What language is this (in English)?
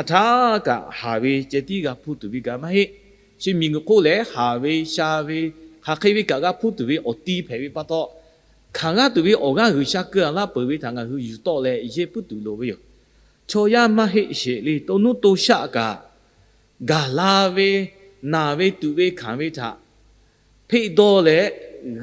Lahu